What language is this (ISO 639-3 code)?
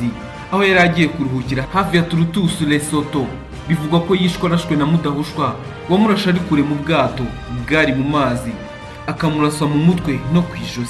kin